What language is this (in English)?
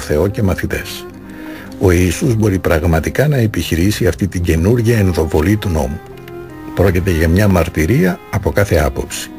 Greek